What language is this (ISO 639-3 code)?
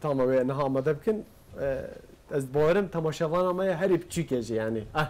kur